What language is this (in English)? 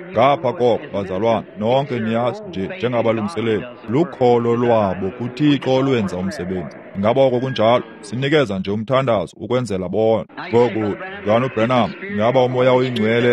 Xhosa